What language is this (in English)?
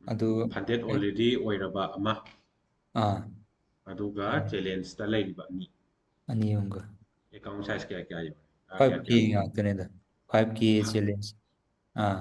Manipuri